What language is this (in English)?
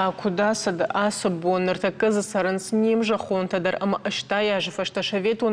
Ossetic